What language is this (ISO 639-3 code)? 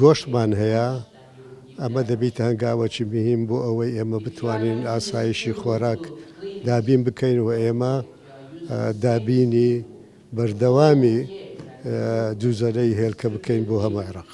ckb